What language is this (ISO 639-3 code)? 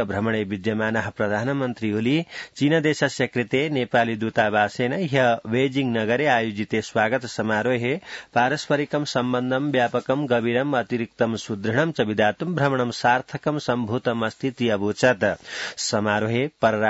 san